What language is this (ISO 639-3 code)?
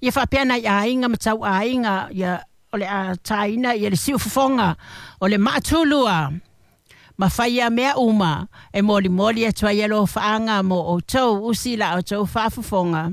smo